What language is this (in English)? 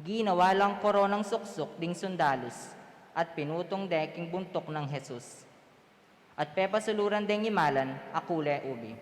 Pampanga